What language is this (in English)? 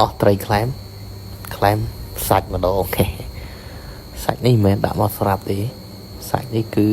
Khmer